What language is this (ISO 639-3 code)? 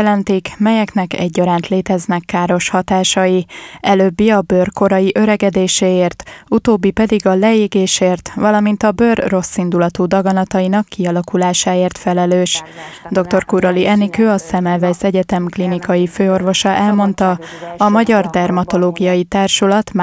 hun